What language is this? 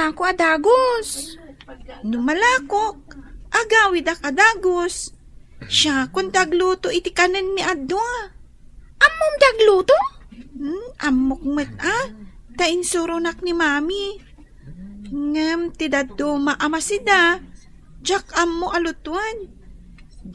Iloko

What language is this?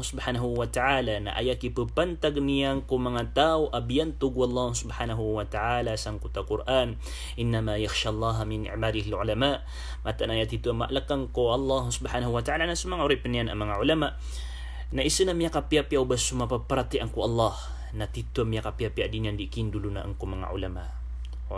Maranao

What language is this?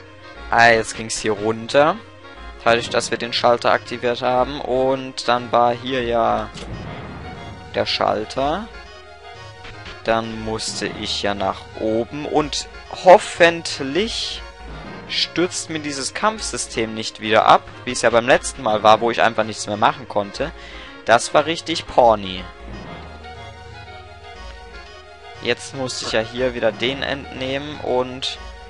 German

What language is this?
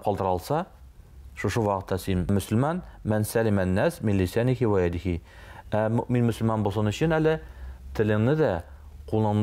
Tatar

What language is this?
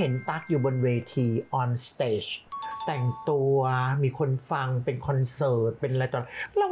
Thai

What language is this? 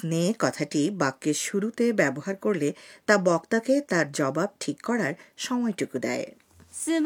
Bangla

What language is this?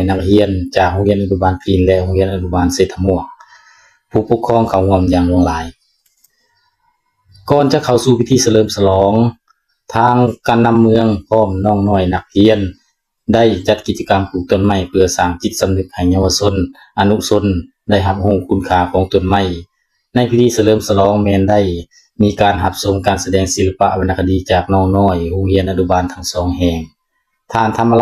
Lao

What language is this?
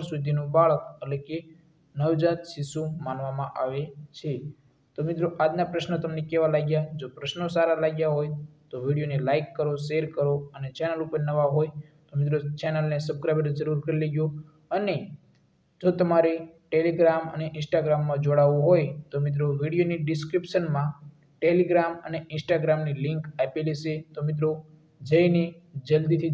Gujarati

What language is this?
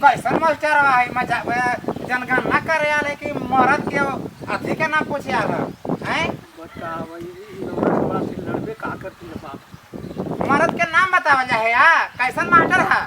Magahi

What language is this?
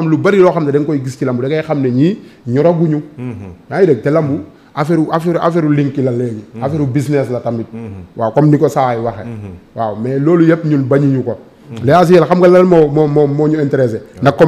Wolof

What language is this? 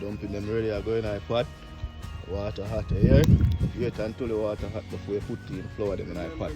Jamaican Creole English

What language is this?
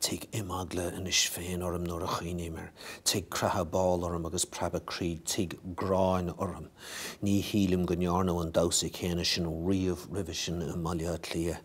Irish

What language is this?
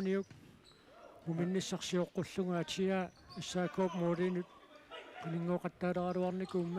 Kalaallisut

